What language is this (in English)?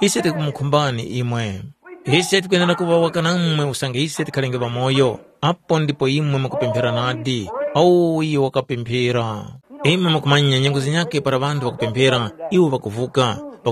Tumbuka